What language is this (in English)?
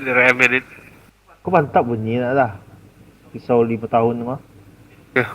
Minangkabau